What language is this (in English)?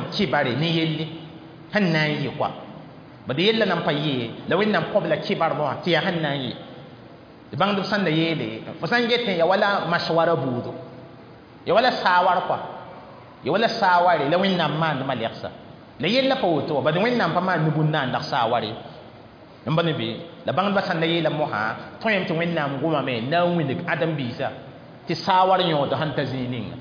Mossi